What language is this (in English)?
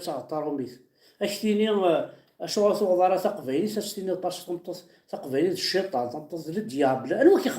Kabyle